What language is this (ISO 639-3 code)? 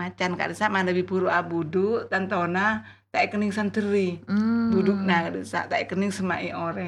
mad